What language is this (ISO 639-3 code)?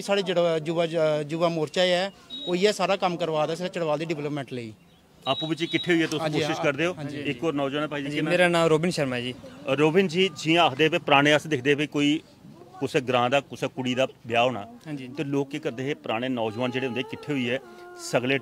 doi